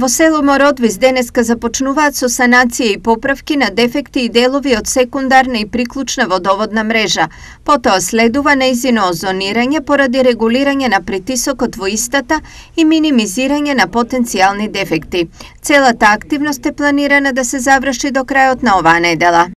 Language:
Macedonian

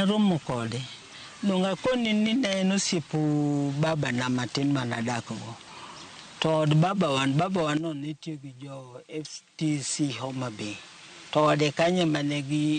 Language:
Luo (Kenya and Tanzania)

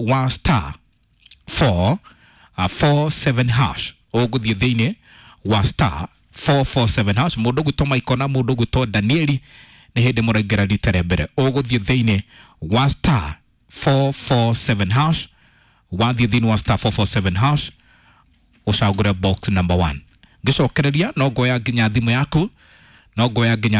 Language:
Kikuyu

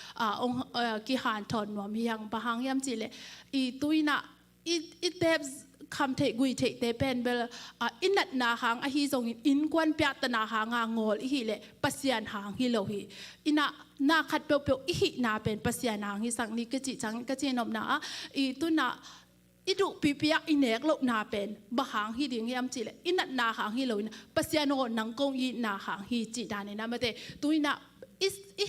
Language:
Tedim Chin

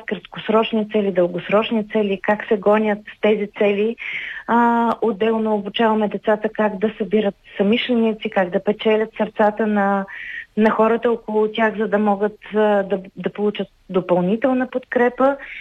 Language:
Bulgarian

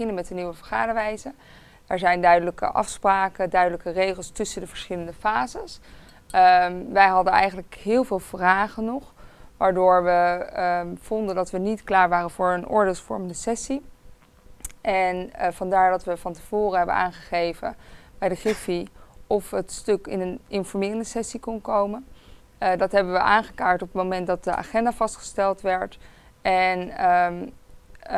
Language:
Dutch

